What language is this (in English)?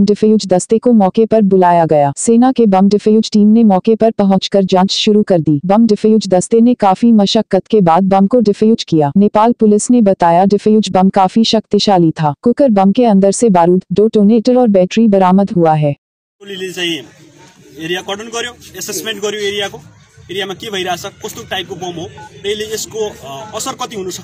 Hindi